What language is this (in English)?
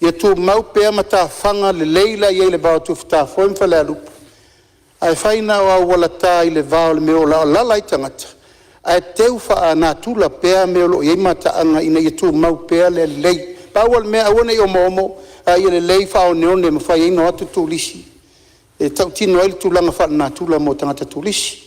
Samoan